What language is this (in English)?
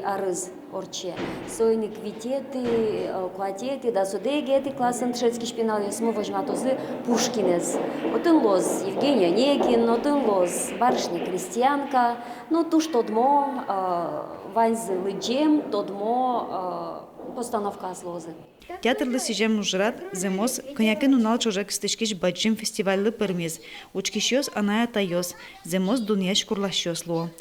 Udmurt